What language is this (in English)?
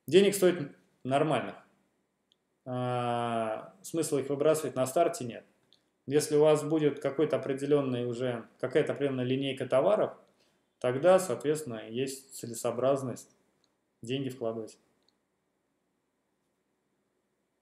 Russian